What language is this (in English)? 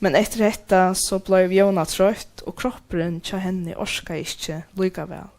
Faroese